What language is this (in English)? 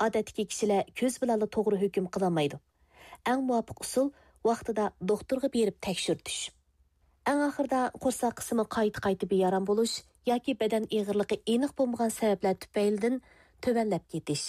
Uyghur